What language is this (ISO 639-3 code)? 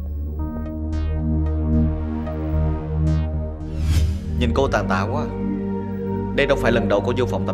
vie